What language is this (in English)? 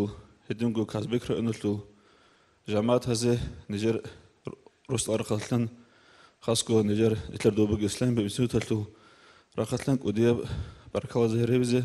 Avaric